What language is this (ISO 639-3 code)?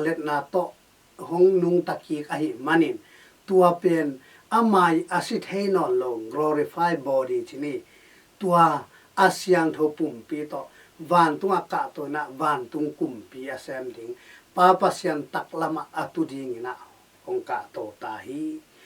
ctd